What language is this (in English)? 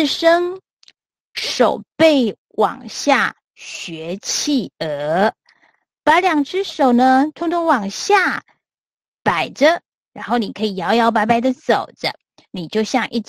Chinese